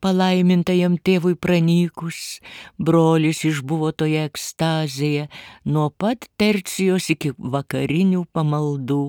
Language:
Lithuanian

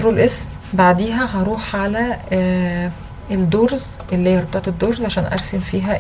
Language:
Egyptian Arabic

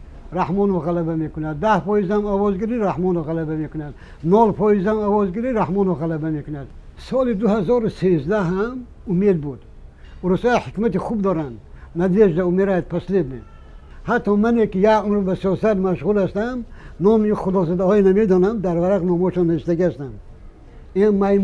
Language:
Tajik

